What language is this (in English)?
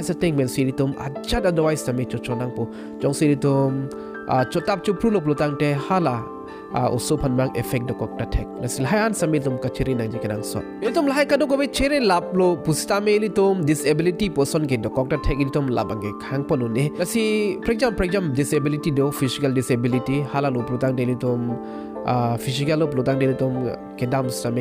Karbi